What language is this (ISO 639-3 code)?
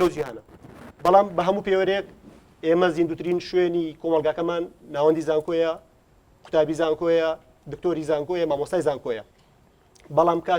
ckb